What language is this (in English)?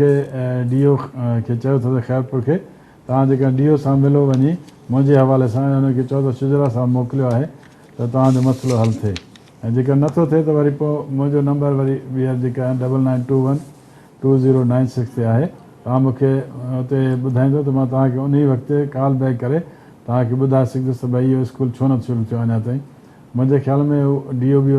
Sindhi